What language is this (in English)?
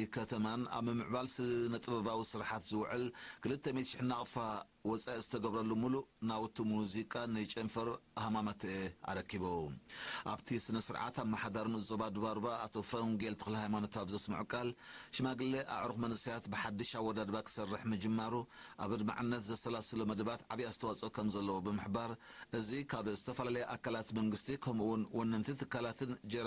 Tigrinya